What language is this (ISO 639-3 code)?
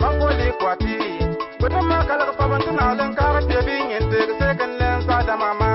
bim